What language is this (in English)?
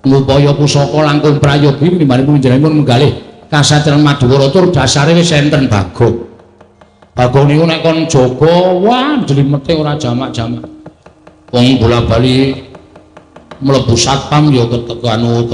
Javanese